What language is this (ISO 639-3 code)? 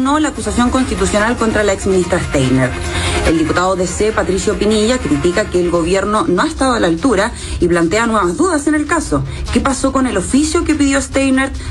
spa